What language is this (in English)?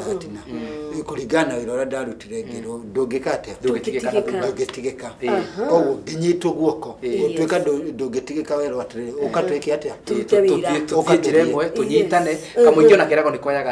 Kikuyu